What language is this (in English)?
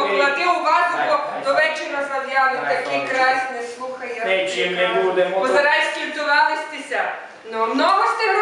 Rusyn